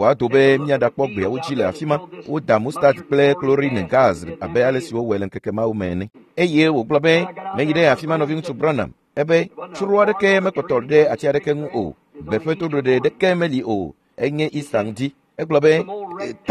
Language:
Ewe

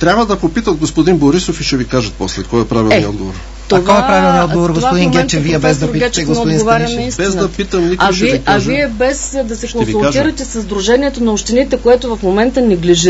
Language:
Bulgarian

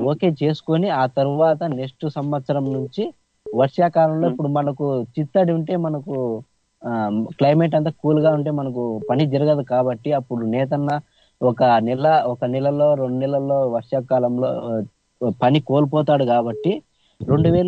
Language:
Telugu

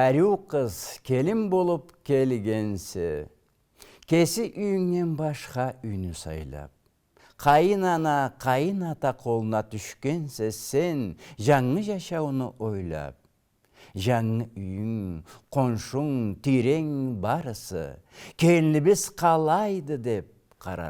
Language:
Karachay-Balkar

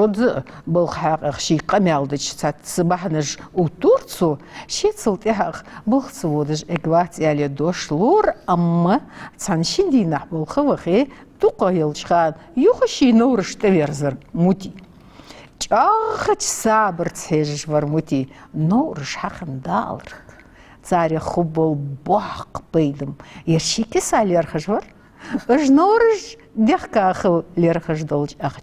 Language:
Ingush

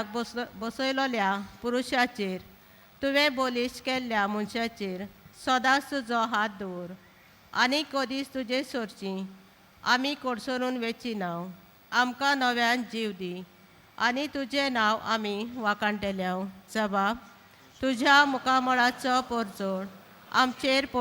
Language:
Konkani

